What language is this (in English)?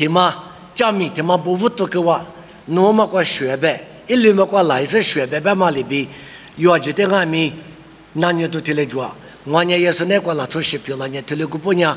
Lisu